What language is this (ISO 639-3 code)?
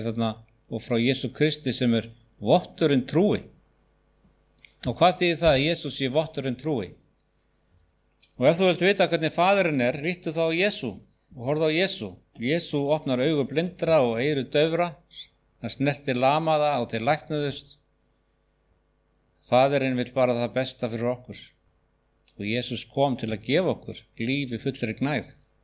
isl